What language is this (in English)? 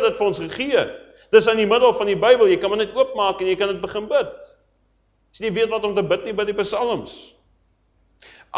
Afrikaans